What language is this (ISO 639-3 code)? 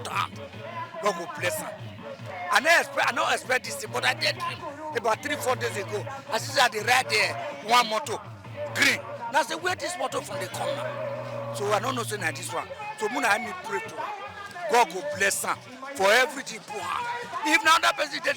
pcm